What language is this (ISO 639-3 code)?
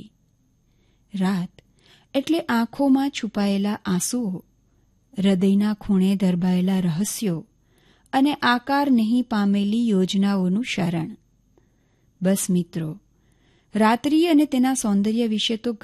guj